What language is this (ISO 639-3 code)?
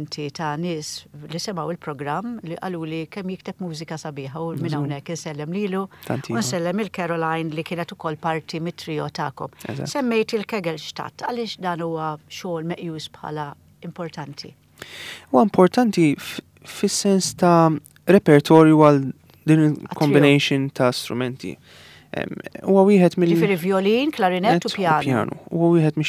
mlt